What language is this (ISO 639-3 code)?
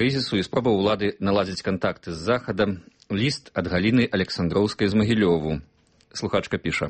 bel